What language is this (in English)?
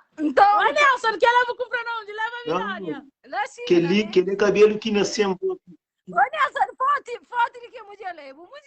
Kabuverdianu